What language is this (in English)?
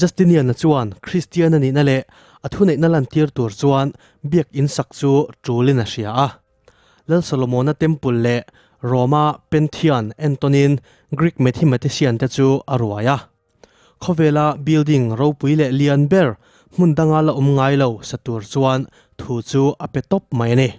Mizo